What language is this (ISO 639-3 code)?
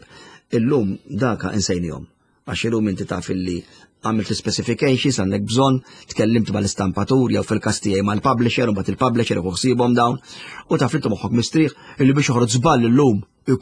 mlt